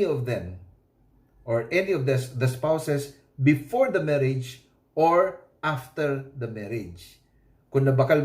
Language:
Bikol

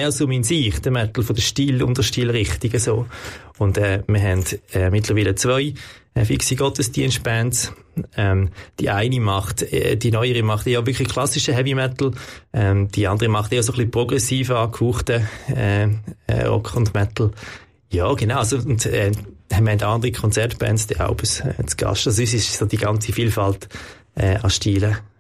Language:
Swiss German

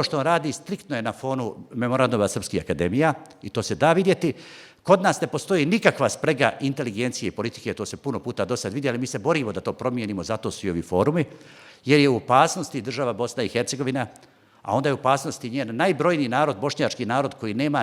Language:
Bosnian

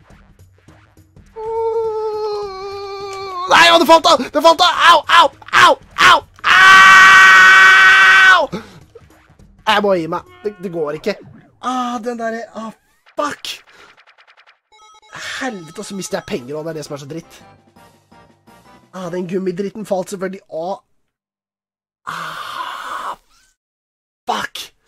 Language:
Norwegian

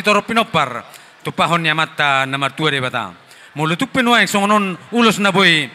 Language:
Batak Toba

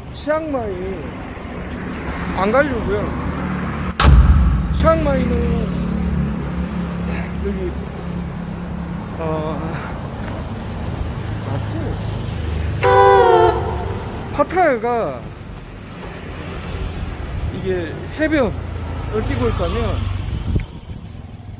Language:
Korean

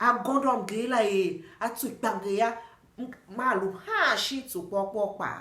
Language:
Tiv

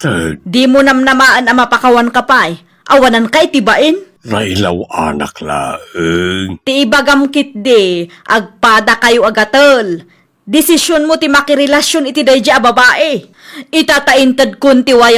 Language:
Iloko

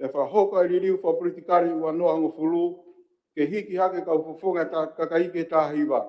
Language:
Tongan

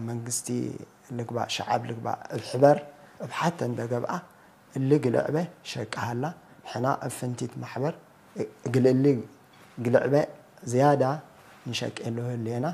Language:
Tigre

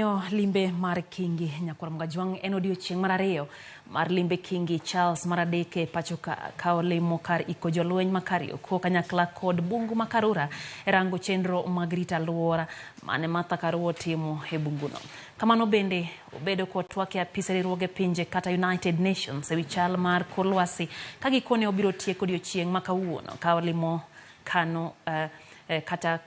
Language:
Luo (Kenya and Tanzania)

